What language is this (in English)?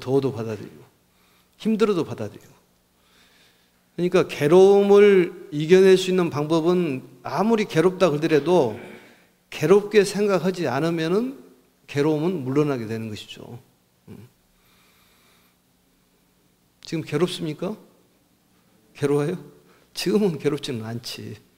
Korean